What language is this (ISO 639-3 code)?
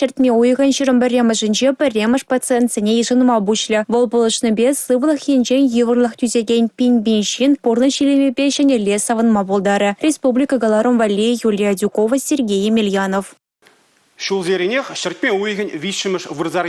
chv